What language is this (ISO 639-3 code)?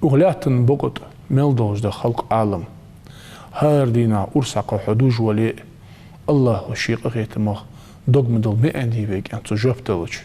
inh